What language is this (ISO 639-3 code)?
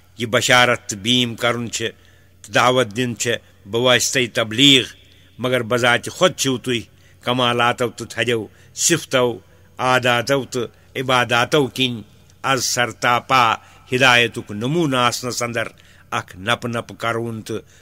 kas